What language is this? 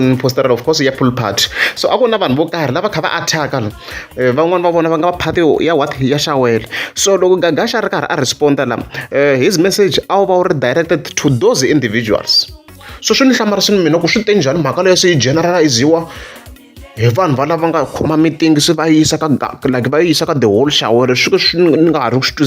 Tsonga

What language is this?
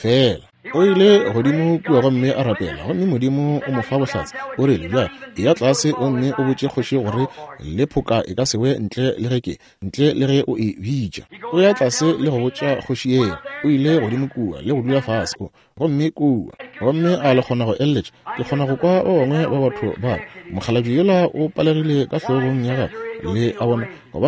Northern Sotho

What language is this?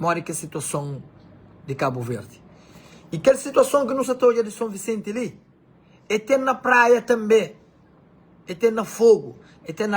Kabuverdianu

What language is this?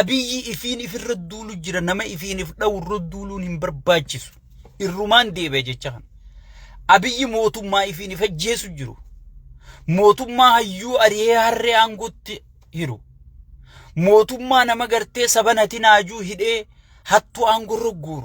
Oromo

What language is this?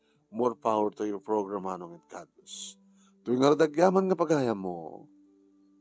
Iloko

